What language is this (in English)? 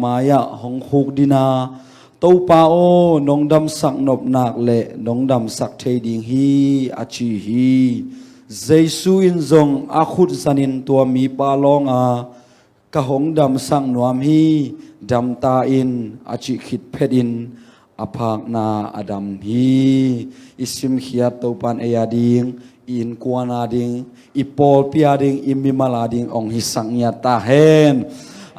Tedim Chin